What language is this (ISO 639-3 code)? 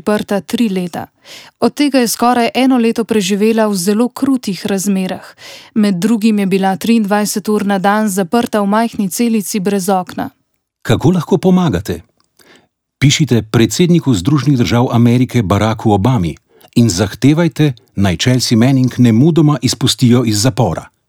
slv